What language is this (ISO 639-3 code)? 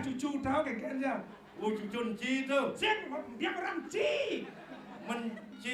ban